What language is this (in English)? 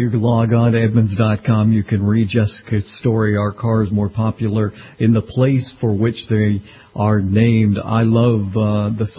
English